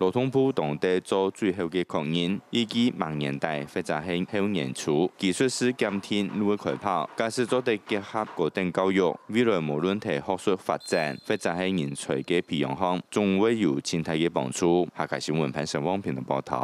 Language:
Hakka Chinese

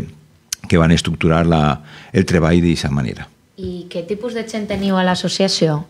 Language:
Catalan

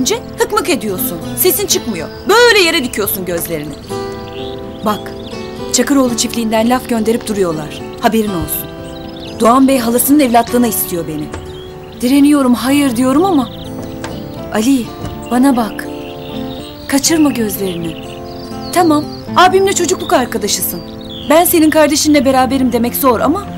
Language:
Turkish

